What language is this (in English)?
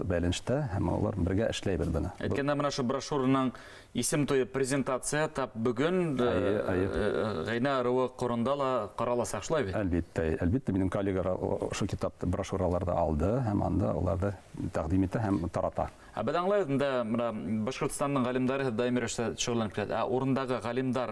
Bashkir